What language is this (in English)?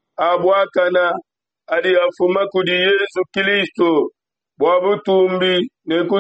Luba-Lulua